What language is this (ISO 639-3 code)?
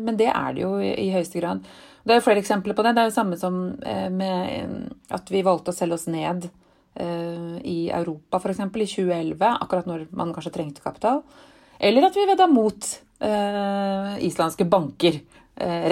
nor